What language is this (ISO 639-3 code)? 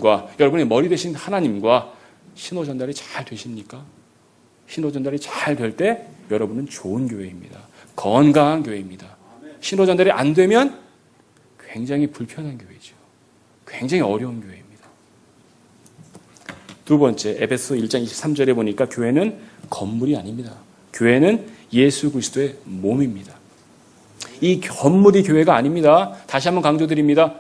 kor